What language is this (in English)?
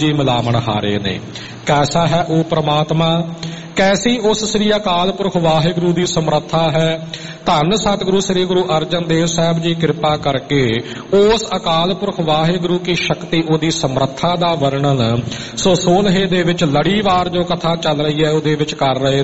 Punjabi